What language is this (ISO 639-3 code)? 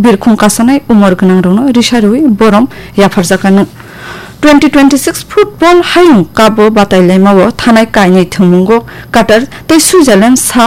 trp